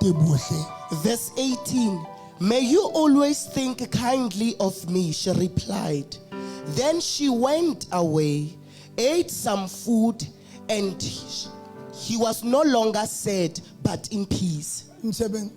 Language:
Southern Sotho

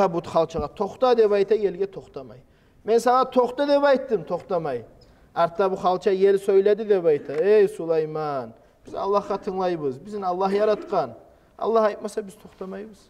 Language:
Kumyk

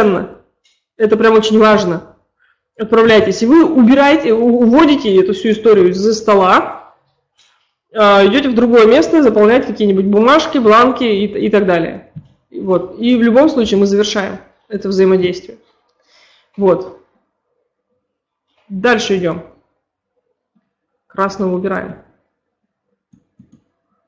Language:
Russian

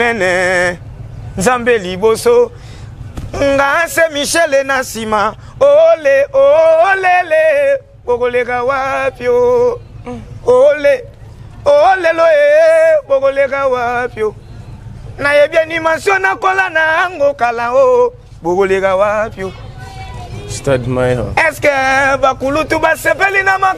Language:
Lingala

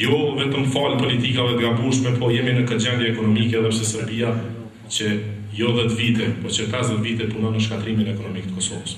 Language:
Albanian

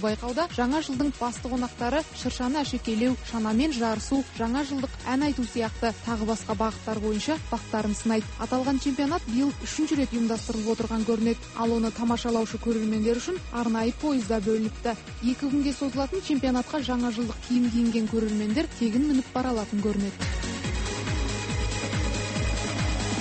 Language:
Kazakh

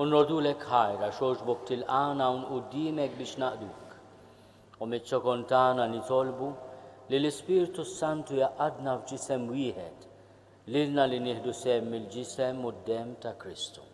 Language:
Maltese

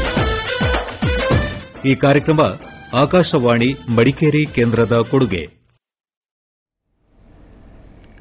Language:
Kannada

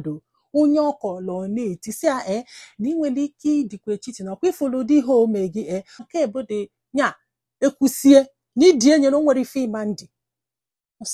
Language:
Igbo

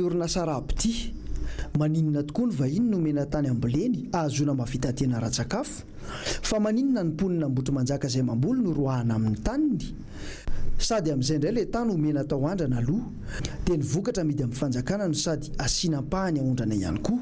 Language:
Malagasy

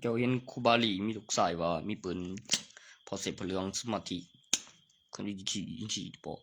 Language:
Northeastern Thai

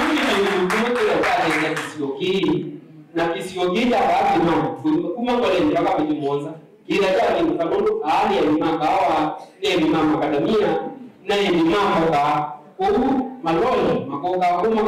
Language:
Kamba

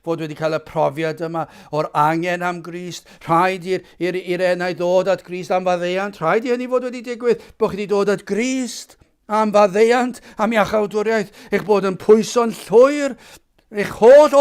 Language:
Welsh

